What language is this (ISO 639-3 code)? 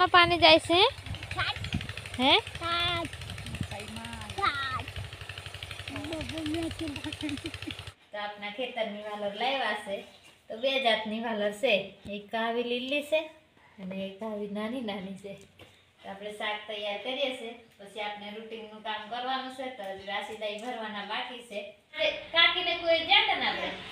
guj